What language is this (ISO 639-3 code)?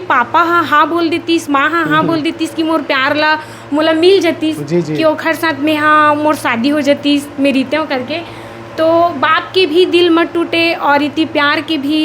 hne